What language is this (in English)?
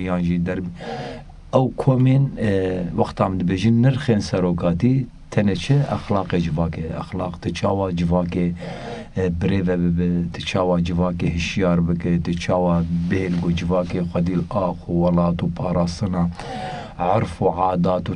Kurdish